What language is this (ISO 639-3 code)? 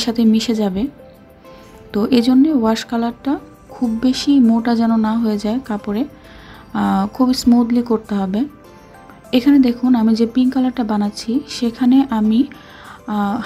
ben